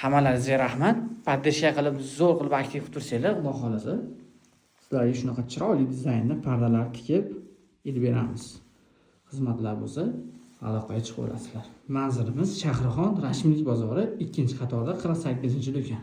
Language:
Uzbek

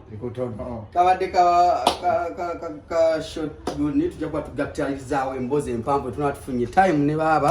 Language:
Ganda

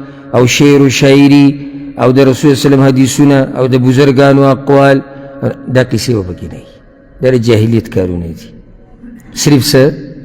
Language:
Pashto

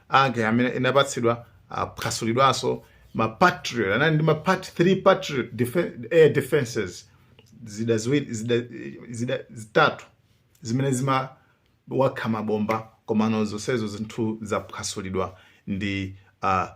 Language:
Nyanja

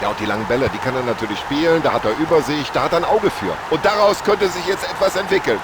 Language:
Bavarian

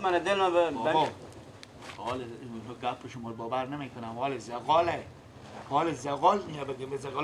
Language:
Persian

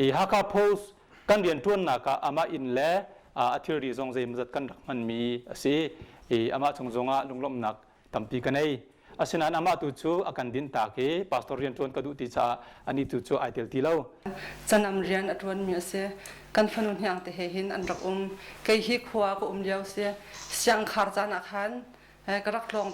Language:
Hakha Chin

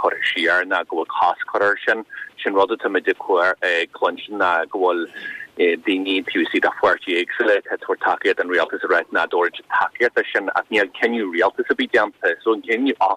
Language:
Irish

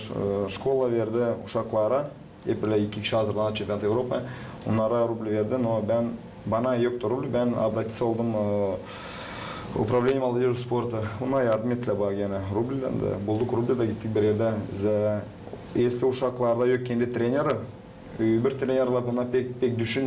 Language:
Gagauz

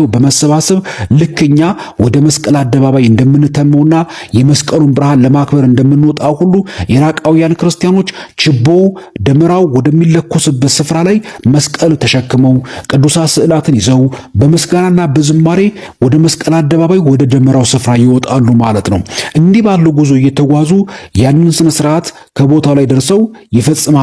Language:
Amharic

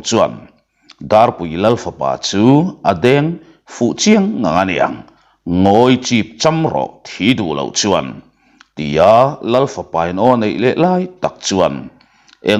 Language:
Mizo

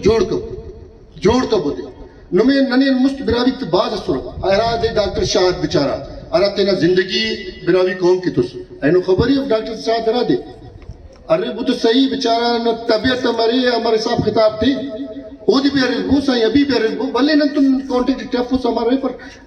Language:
Brahui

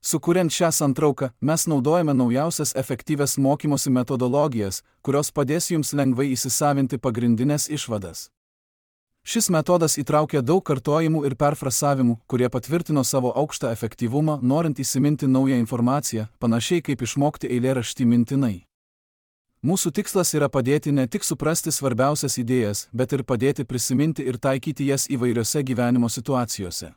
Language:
Lithuanian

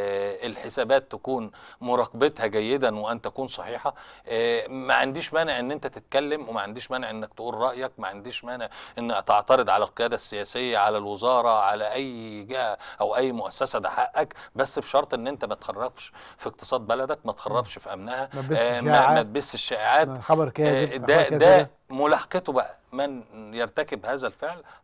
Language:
Egyptian Arabic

